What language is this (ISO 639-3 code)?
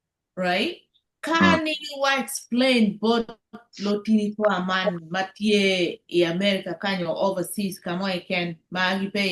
ach